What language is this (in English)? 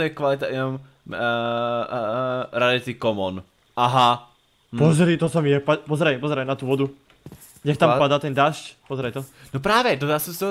Czech